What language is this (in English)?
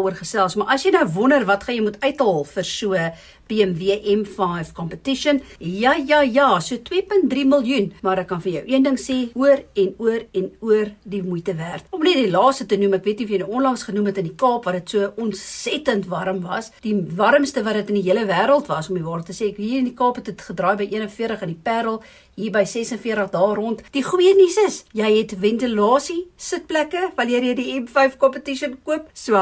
Afrikaans